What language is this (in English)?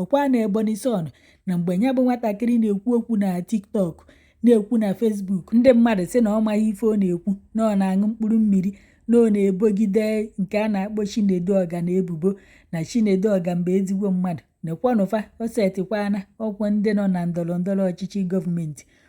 Igbo